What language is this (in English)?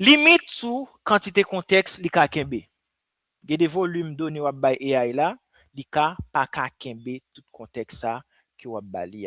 Haitian Creole